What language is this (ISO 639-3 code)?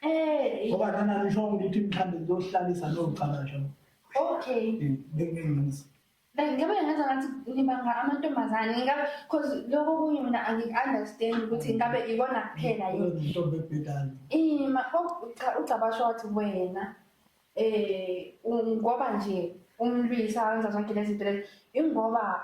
zul